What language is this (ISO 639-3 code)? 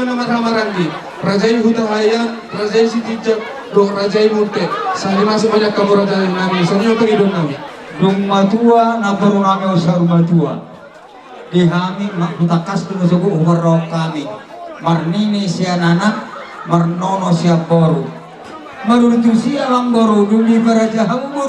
bbc